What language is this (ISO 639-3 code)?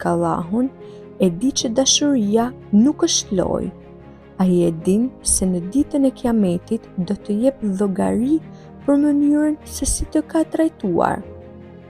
sqi